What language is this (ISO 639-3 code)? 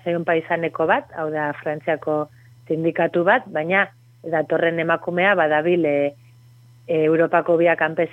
eus